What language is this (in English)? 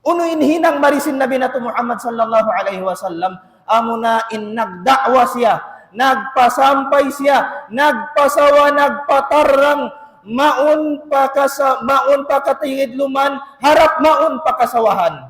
Tausug